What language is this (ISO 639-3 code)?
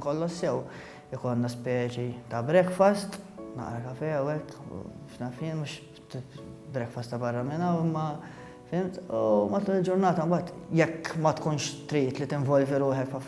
mlt